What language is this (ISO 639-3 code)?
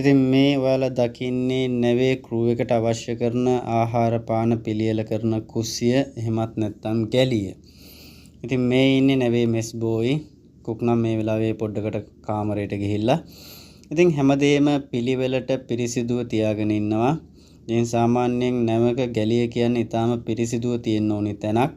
sin